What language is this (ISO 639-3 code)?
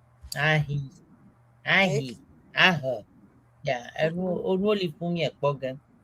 ewe